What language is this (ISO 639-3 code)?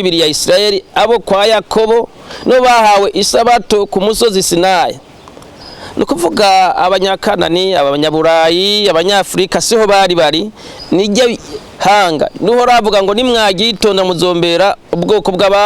run